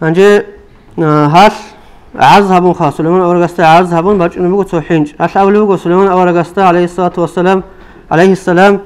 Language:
Avaric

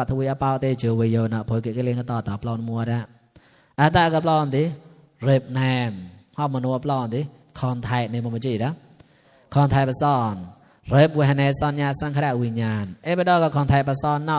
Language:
Mon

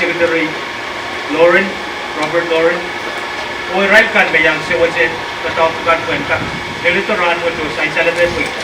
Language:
Pohnpeian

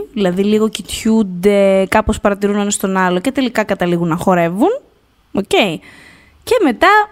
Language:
Greek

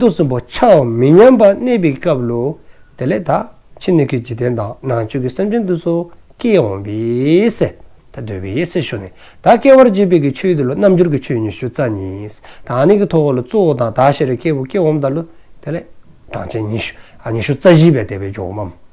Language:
Dzongkha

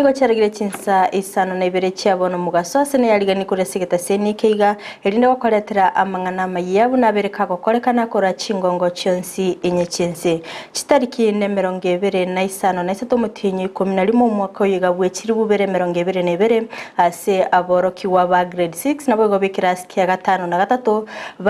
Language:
Gusii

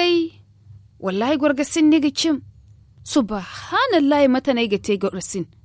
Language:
Zarma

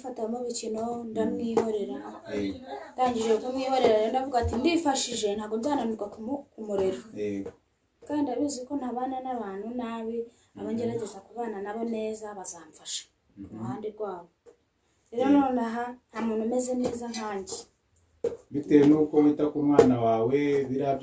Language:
Kinyarwanda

